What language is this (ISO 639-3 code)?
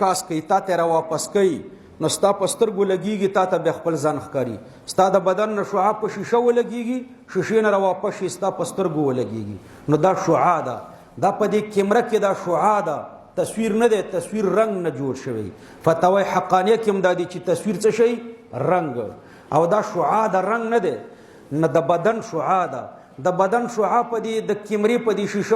pus